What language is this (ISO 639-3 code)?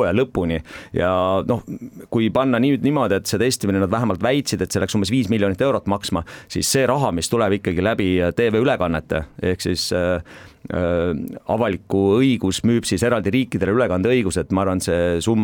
est